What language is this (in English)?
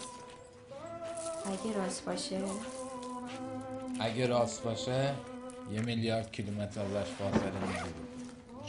Persian